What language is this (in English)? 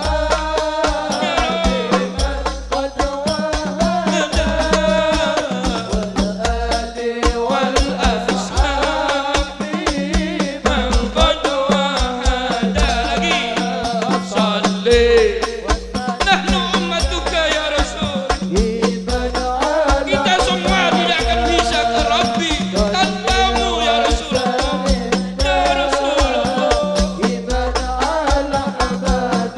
Javanese